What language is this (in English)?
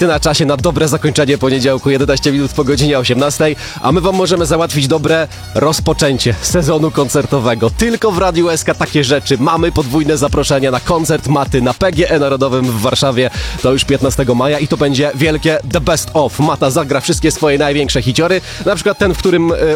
Polish